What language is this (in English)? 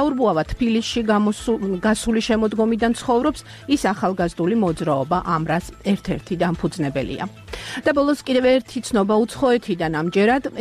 Georgian